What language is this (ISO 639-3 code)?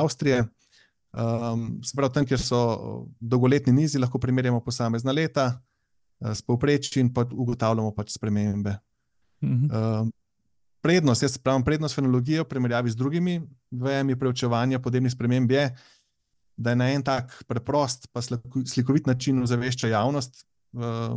slv